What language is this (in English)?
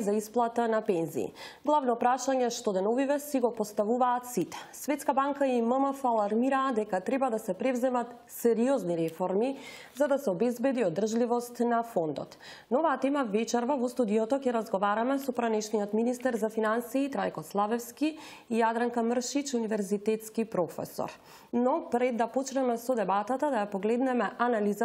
Macedonian